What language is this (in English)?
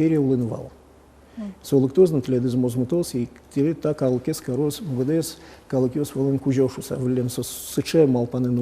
Udmurt